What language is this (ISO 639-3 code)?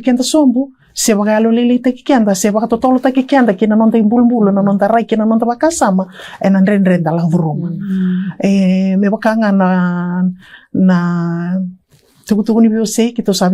fij